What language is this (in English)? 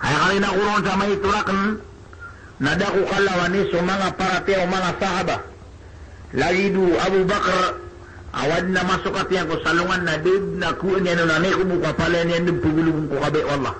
Maranao